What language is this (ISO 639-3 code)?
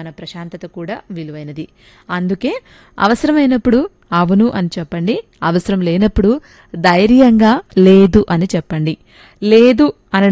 tel